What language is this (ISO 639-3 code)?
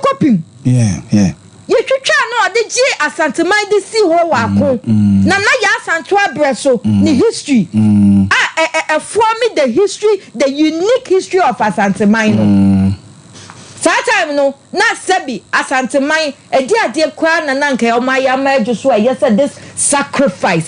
aka